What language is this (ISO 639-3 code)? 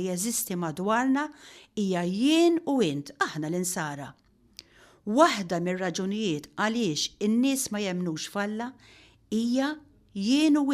mlt